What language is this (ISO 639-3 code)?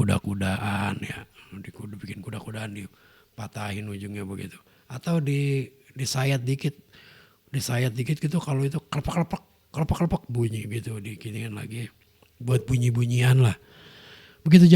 bew